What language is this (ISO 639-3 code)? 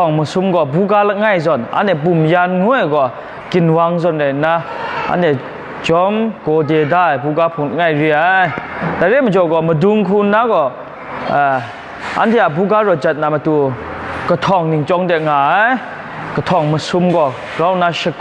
kac